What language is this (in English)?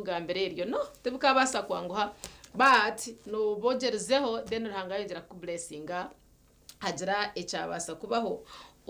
Nyankole